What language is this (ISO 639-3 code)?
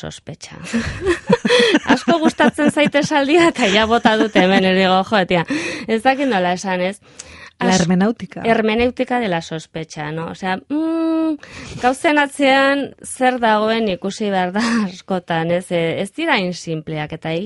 eus